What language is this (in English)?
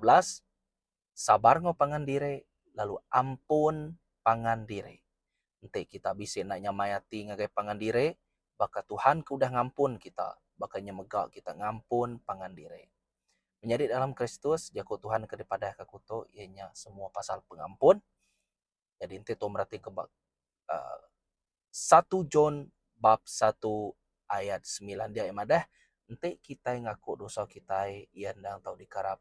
Iban